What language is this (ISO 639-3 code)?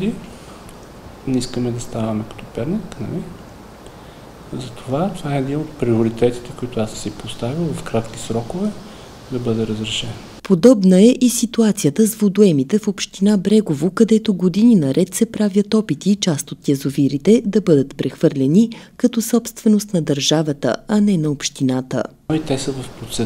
bul